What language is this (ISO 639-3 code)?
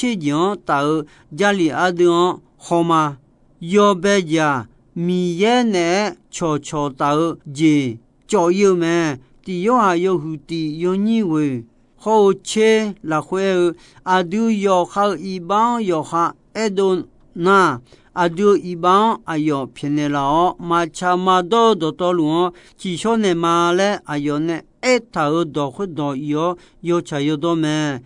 ahk